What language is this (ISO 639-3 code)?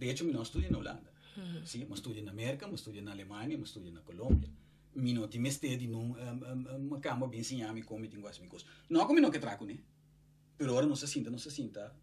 pap